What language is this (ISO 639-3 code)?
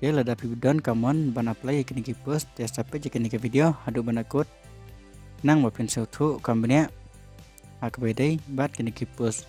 kha